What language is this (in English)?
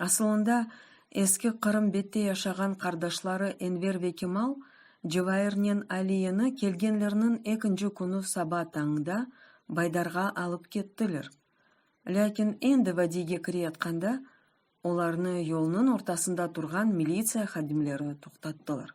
Crimean Tatar